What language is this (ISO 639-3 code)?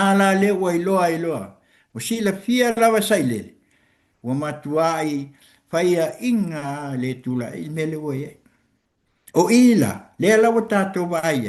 smo